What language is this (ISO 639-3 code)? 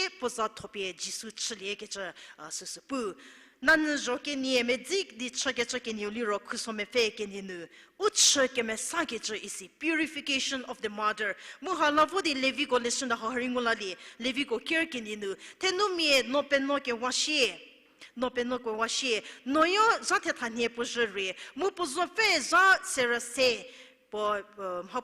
njm